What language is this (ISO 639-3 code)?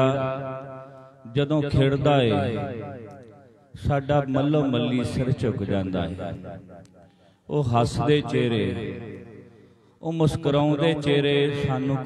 pan